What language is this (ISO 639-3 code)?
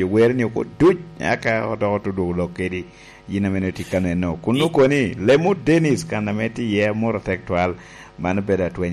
laj